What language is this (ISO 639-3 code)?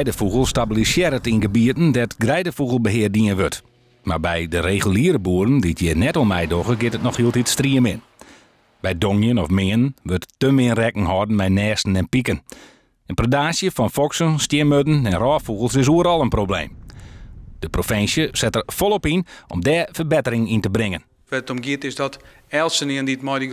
fry